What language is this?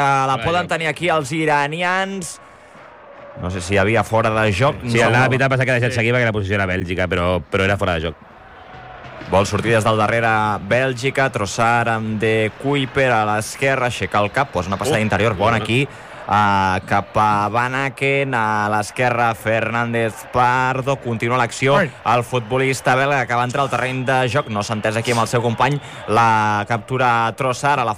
Catalan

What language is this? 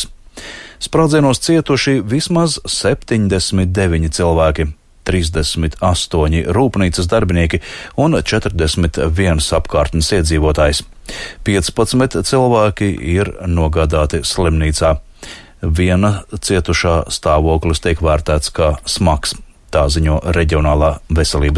Latvian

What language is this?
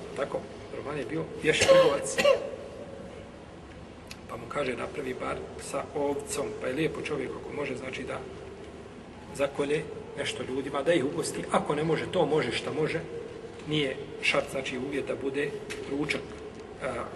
Bosnian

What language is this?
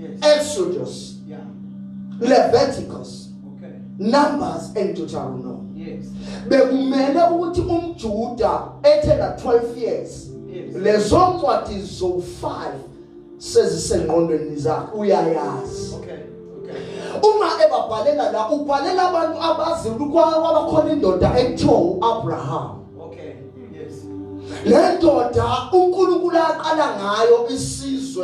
Zulu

